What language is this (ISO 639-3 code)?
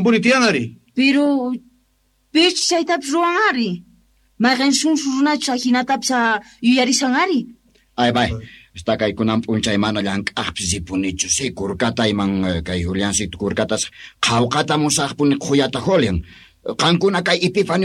quh